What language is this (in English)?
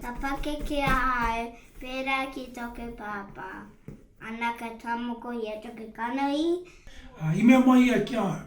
Māori